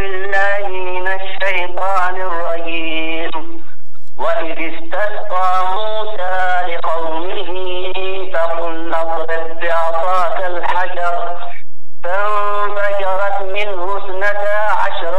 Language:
Arabic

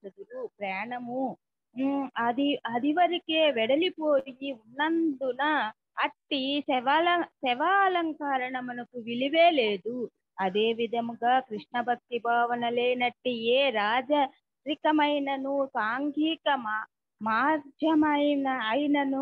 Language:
Telugu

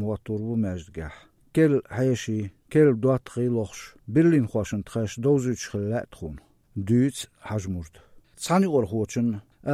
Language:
Chechen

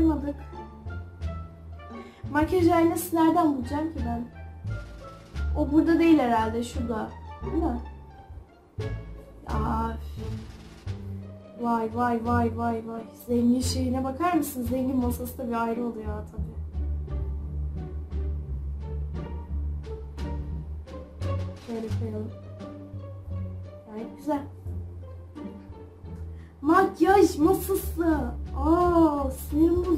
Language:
Turkish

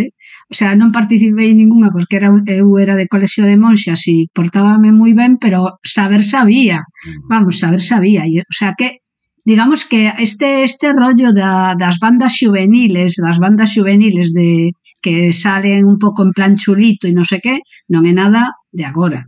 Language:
Galician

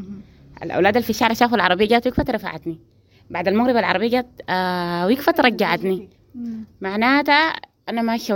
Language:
Sudanese Arabic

